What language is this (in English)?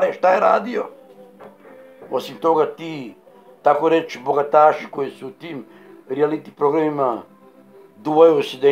Serbian